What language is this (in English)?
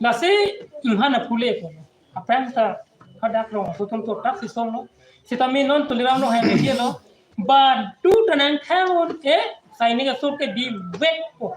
Karbi